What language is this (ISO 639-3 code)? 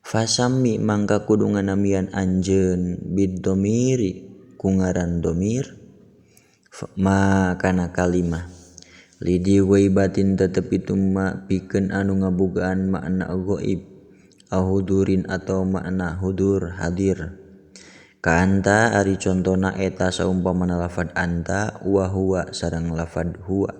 sun